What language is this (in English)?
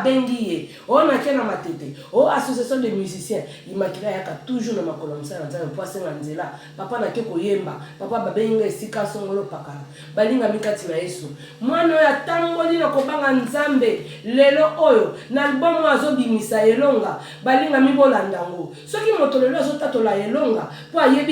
Lingala